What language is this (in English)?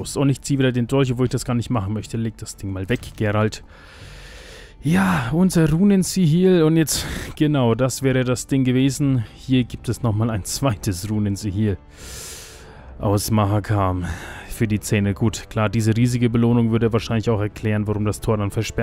German